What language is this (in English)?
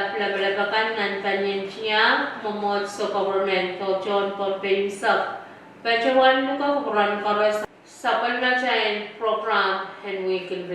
Pohnpeian